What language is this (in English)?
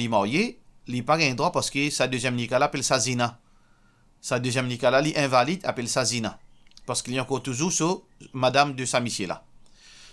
Morisyen